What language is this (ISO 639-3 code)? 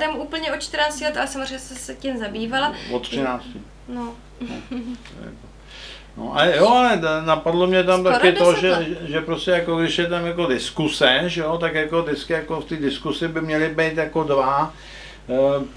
ces